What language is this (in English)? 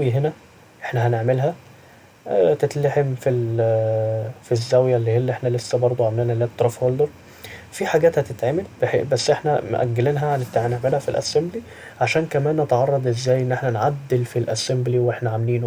Egyptian Arabic